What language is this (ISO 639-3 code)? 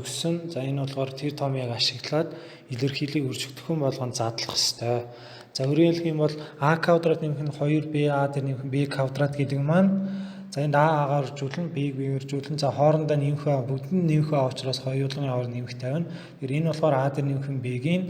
mon